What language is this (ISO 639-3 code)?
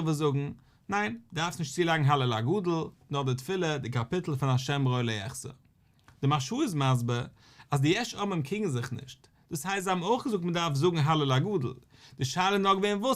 yid